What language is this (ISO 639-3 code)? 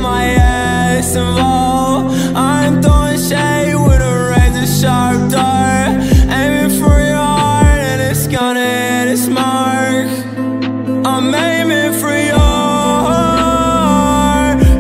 eng